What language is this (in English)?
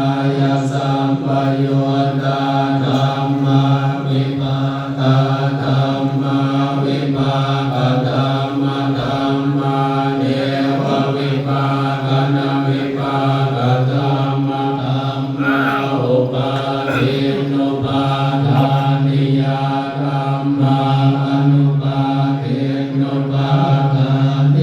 Pali